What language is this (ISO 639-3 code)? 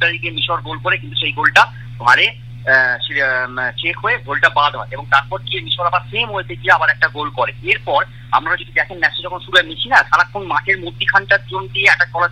ben